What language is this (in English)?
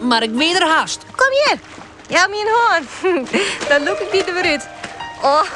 Western Frisian